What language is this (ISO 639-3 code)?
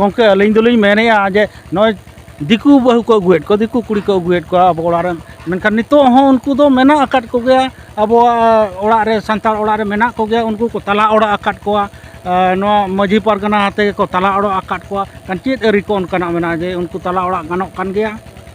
sat